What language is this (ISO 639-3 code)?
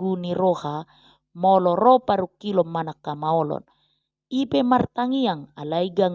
bbc